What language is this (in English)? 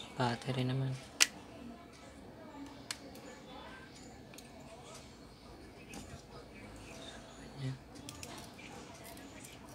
Filipino